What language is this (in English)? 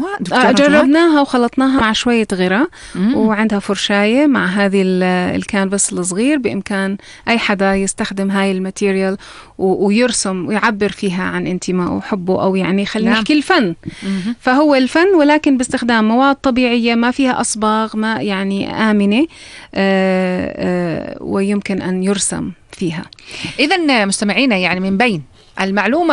North Levantine Arabic